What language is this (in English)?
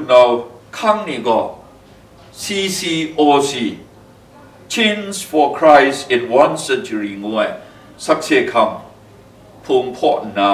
Kachin